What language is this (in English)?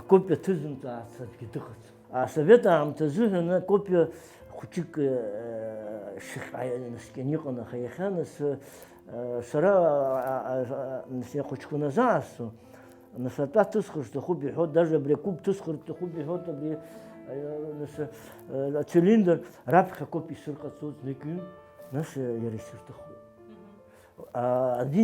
Abkhazian